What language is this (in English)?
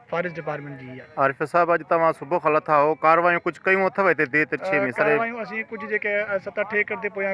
Sindhi